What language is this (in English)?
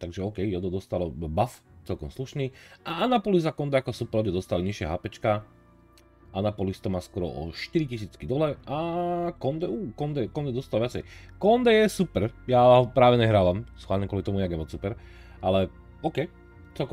Slovak